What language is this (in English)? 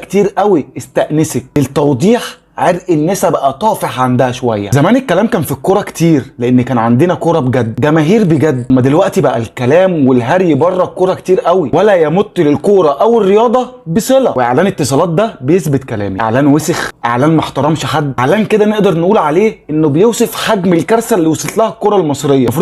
Egyptian Arabic